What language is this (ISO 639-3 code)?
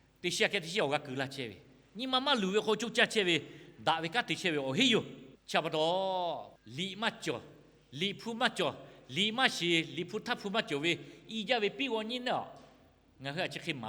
lhu